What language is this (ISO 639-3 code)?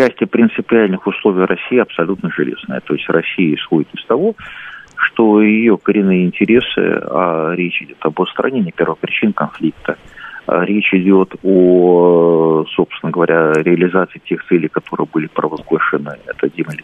rus